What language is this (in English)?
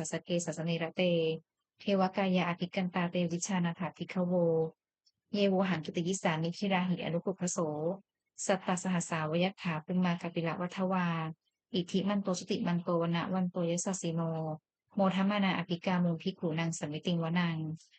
Pali